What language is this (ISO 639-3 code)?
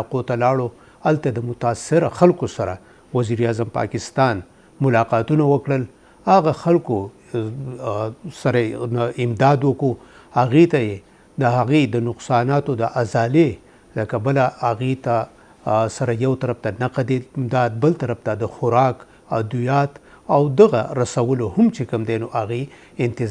pus